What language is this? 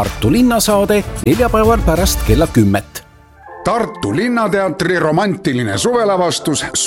Estonian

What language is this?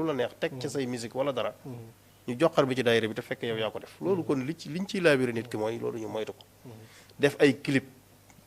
Wolof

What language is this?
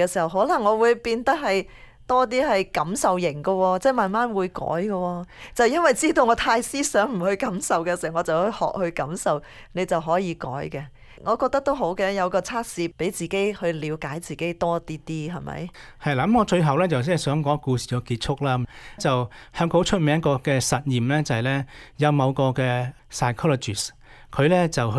Cantonese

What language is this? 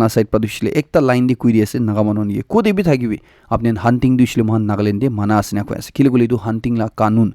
Naga Pidgin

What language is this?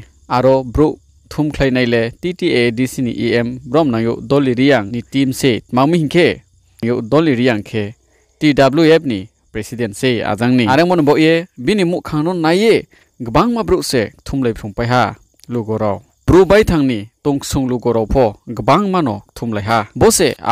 Riang (India)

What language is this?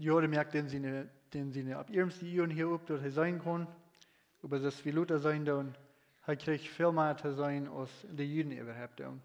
Plautdietsch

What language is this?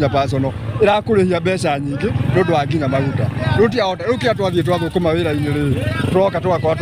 Kikuyu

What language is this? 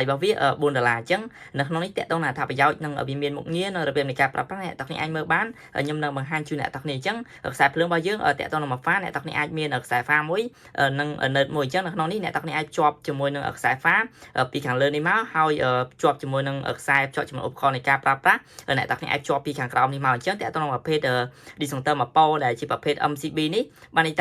Khmer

